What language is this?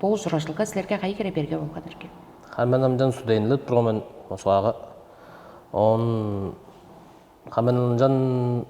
Tuvinian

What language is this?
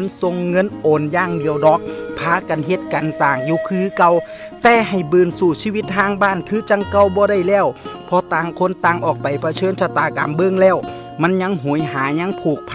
Northeastern Thai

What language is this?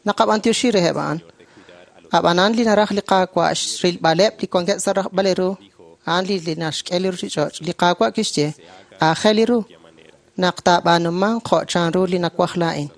Kekchí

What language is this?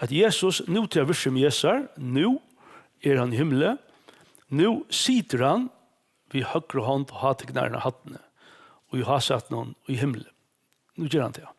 Faroese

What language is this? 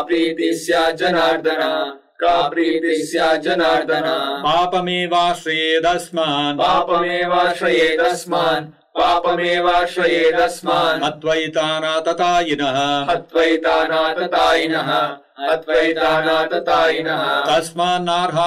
Sanskrit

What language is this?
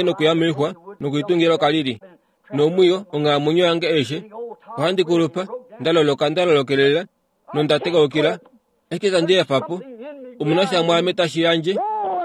Kuanyama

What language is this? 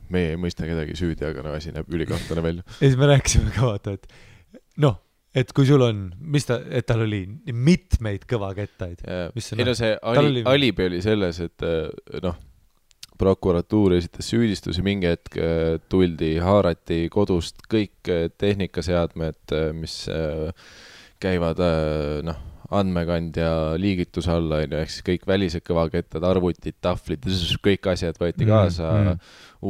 Estonian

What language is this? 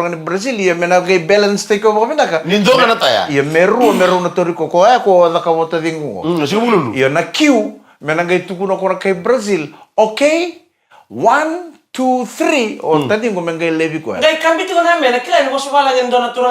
Fijian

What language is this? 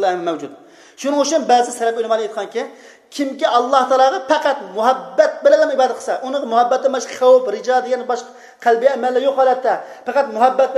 Uyghur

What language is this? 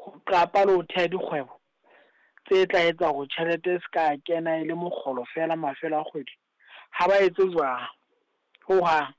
Southern Sotho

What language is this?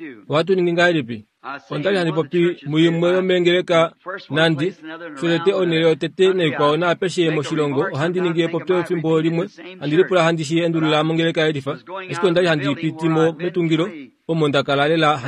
Kuanyama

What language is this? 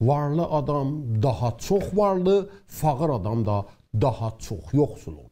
South Azerbaijani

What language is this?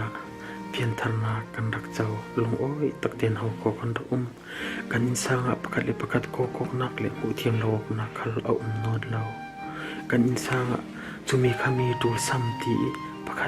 Falam Chin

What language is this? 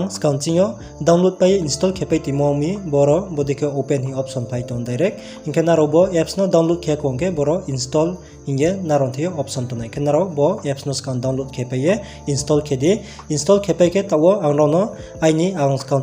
Riang (India)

